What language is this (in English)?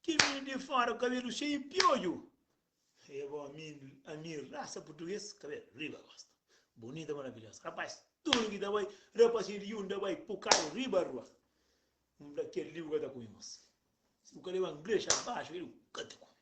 Kabuverdianu